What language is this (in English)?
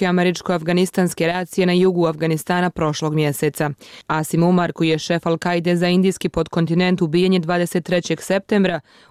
Bosnian